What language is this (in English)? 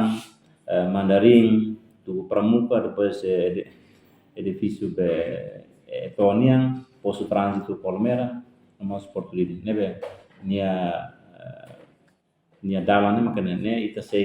Tetum